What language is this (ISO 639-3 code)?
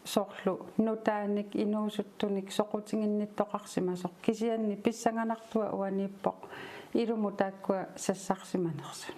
kal